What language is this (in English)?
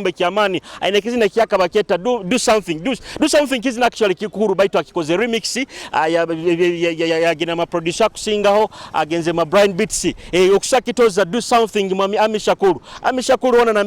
Nyoro